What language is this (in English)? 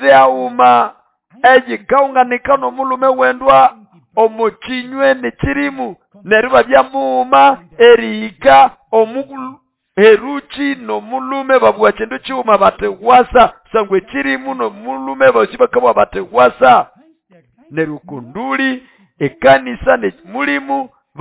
Nande